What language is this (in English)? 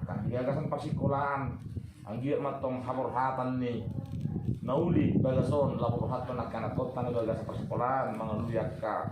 Batak Toba